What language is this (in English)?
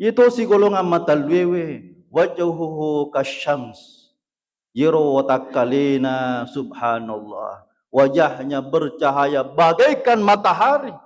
Buginese